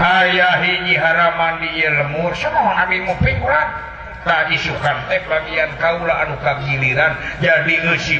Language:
Sundanese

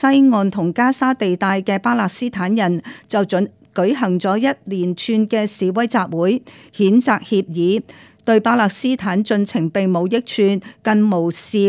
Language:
Cantonese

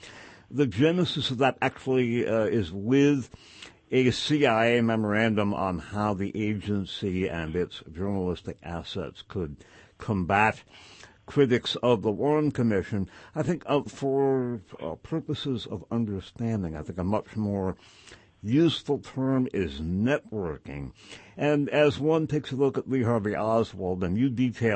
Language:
English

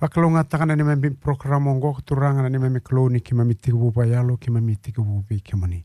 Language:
Fijian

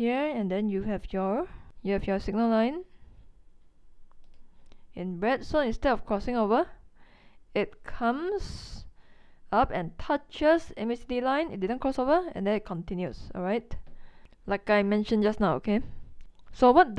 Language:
English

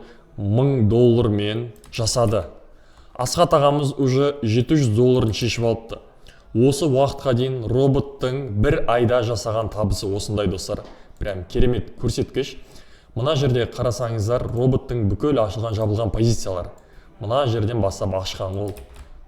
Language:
Kazakh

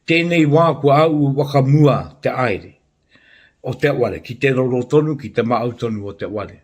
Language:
Māori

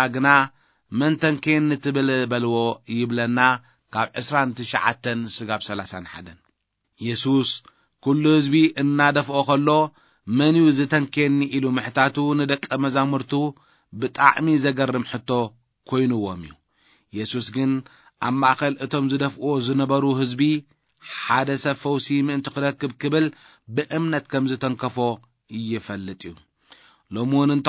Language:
Tigrinya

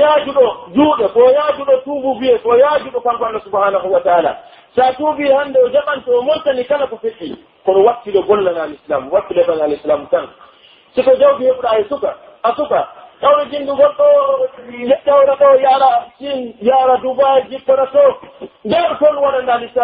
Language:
Pular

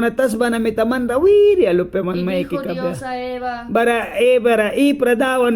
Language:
Mískito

